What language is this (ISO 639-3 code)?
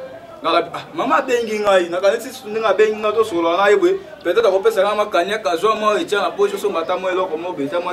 lin